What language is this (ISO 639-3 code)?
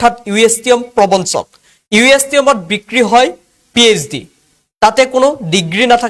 asm